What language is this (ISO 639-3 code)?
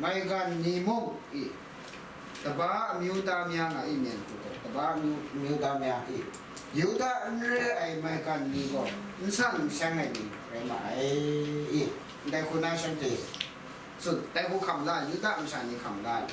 kac